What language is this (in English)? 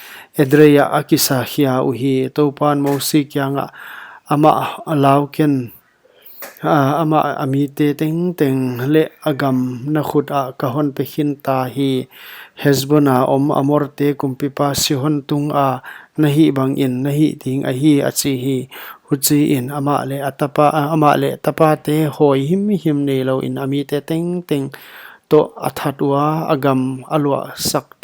Paite Chin